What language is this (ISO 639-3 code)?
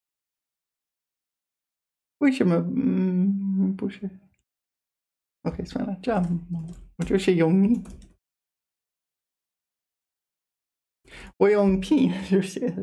zho